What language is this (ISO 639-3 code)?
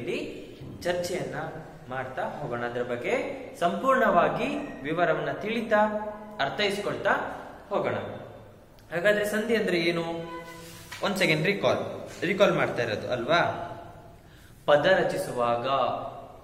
kan